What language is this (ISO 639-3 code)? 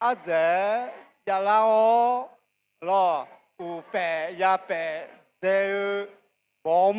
ahk